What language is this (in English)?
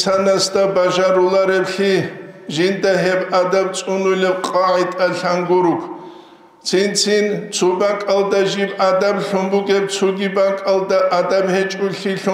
Avaric